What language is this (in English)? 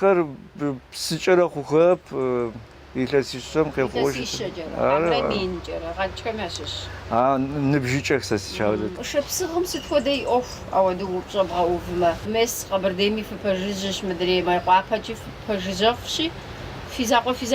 Kabardian